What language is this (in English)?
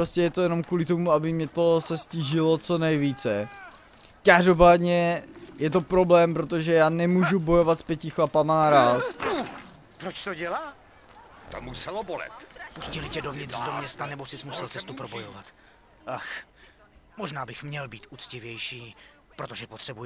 Czech